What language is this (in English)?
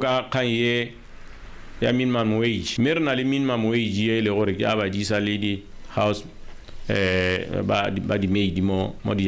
Tswana